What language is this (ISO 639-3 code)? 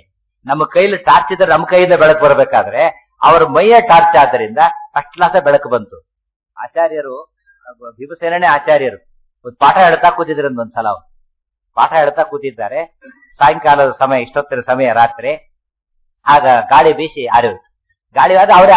kan